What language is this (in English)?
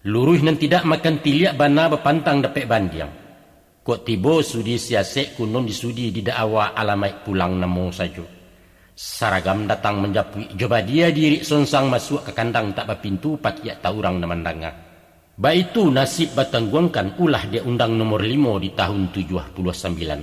Minangkabau